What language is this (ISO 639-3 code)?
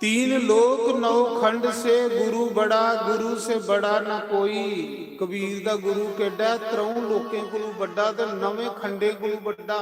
doi